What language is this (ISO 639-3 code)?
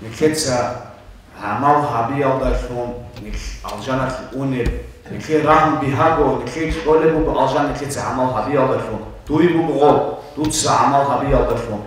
ava